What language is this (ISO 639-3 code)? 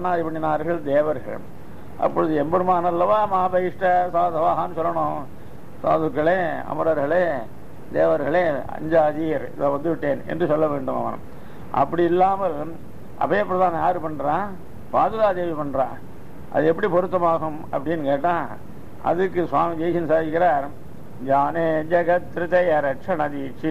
tam